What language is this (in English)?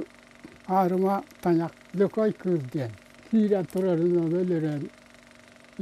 Yakut